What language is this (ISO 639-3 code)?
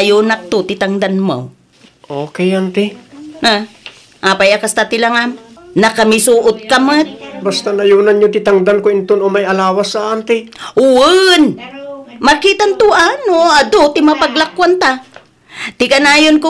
ilo